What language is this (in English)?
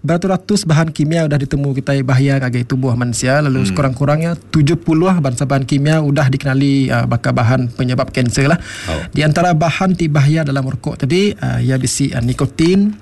Iban